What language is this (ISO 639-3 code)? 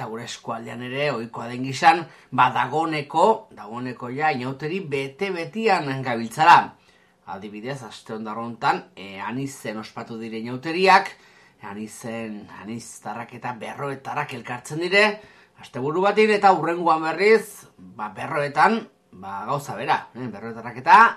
eus